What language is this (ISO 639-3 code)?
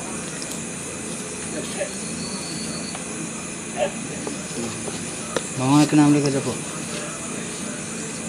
bho